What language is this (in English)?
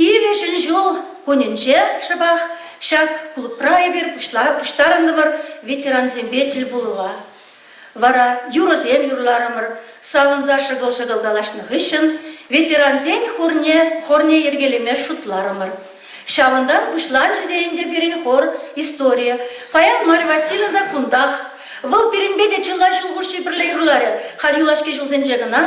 Chuvash